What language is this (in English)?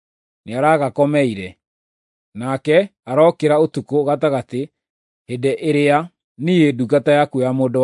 Kikuyu